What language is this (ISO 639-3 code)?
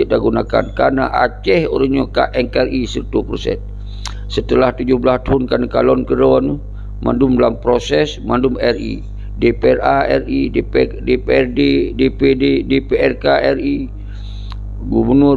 ace